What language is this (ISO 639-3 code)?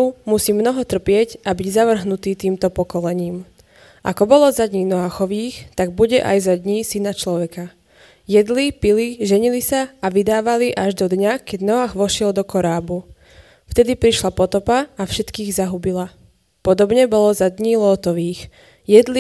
slk